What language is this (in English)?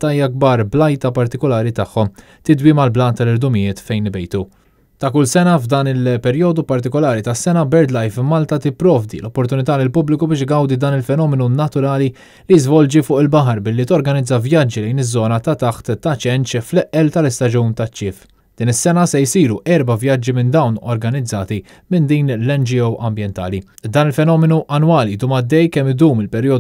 Maltese